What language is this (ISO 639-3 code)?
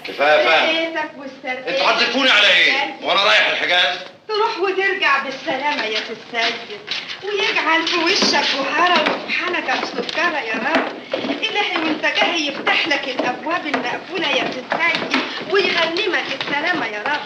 arz